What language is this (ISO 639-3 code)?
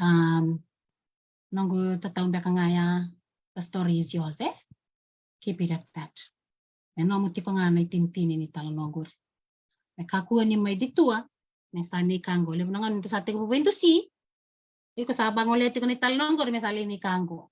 fij